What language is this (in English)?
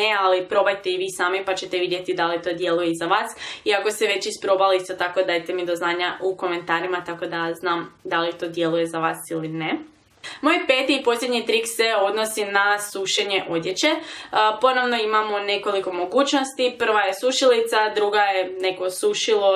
Croatian